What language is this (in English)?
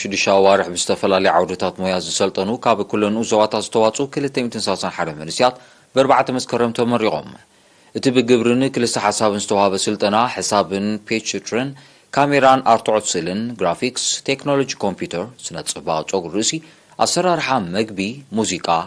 Tigrinya